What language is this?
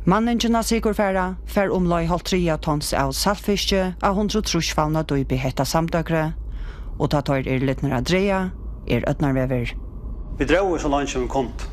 Faroese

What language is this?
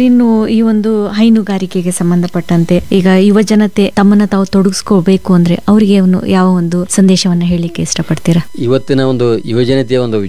Kannada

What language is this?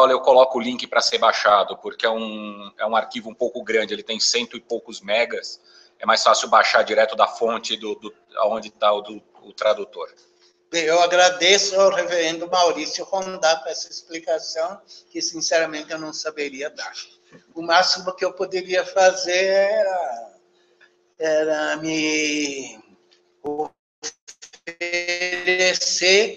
Portuguese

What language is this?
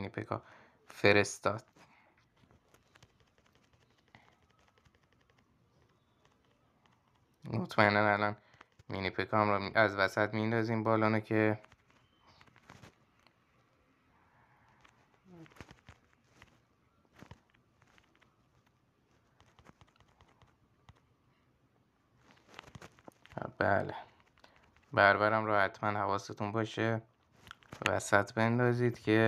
Persian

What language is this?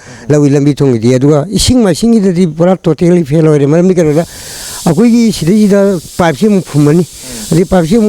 Manipuri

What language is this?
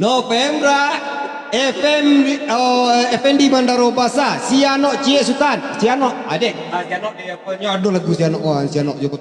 Minangkabau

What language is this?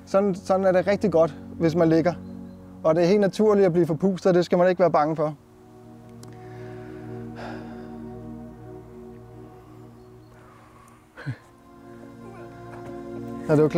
Danish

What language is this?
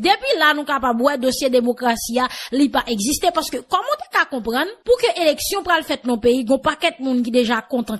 Haitian Creole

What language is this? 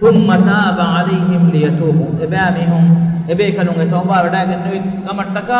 Divehi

